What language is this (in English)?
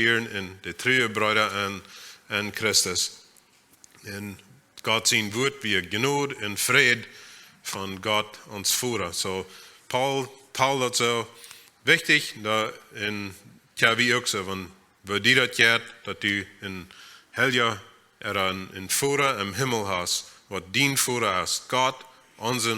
Plautdietsch